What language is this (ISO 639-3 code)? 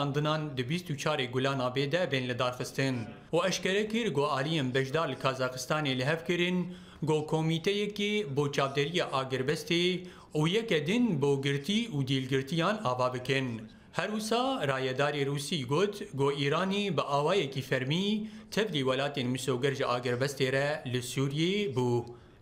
kur